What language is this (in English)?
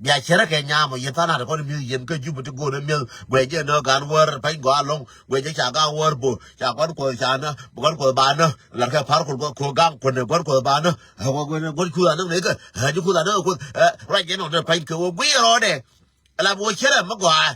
Nuer